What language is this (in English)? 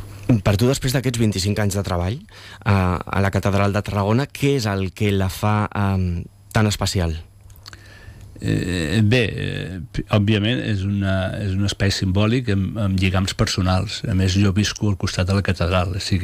Catalan